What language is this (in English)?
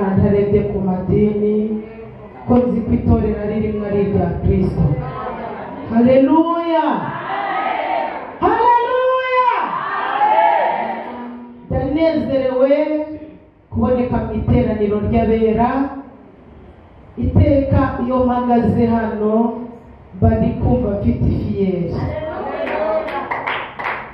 Kinyarwanda